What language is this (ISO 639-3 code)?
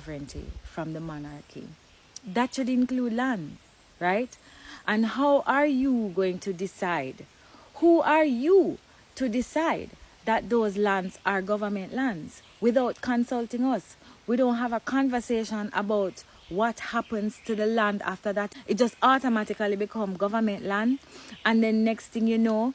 jam